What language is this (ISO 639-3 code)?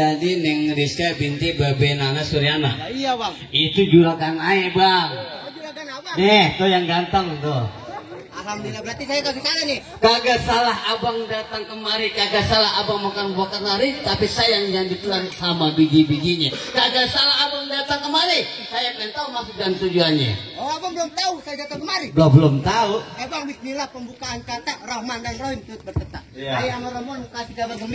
bew